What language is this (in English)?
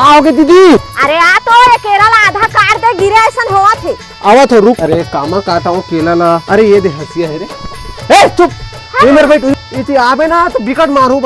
Chhattisgarhi